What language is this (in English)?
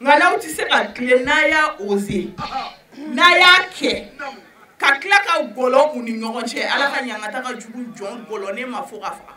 Bambara